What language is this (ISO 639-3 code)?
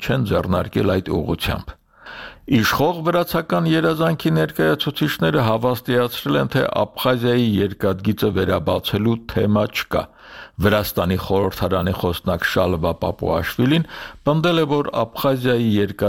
hye